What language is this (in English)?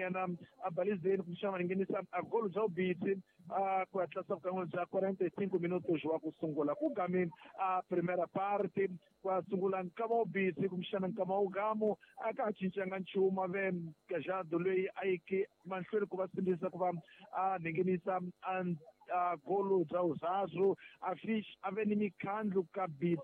Tsonga